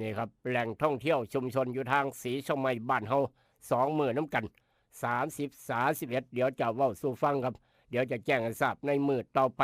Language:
Northeastern Thai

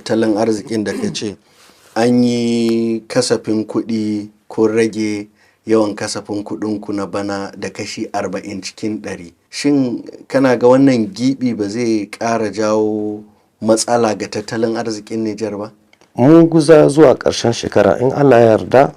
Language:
Hausa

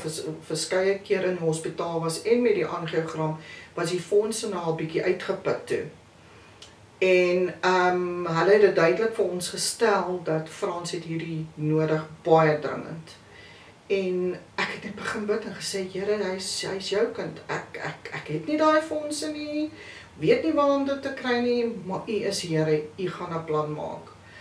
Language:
Afrikaans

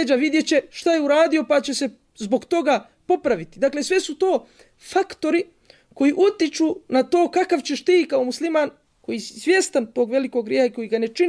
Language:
Bosnian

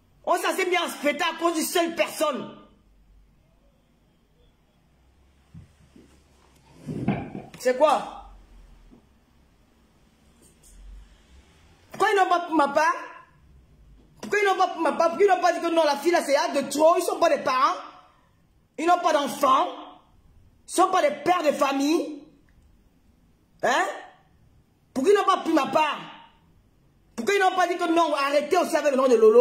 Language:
French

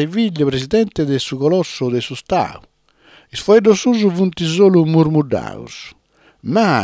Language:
Sardinian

